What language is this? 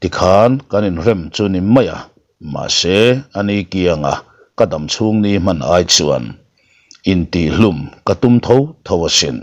Mizo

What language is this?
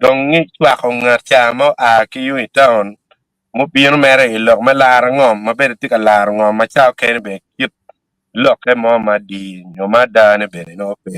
Acoli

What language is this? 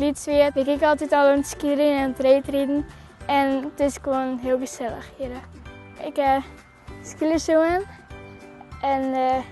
Western Frisian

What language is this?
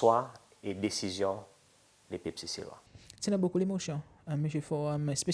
Seselwa Creole French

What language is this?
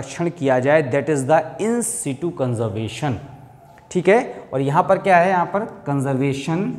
Hindi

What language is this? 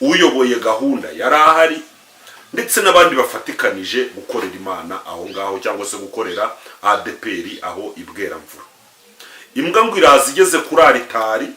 Kinyarwanda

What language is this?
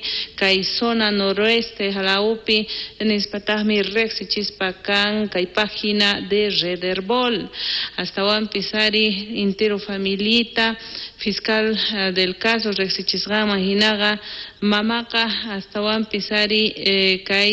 South Bolivian Quechua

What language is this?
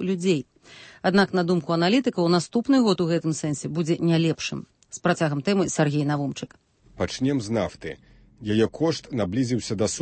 Belarusian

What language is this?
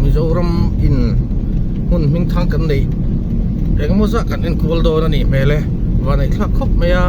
Mizo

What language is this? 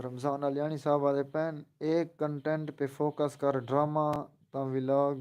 Saraiki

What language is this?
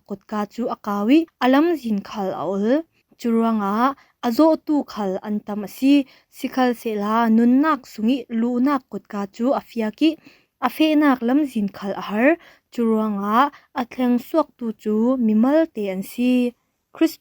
Falam Chin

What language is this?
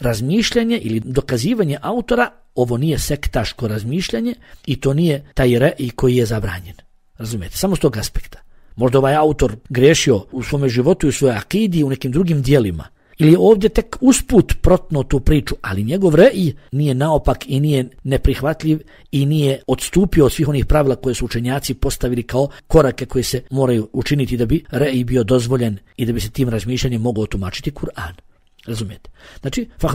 Bosnian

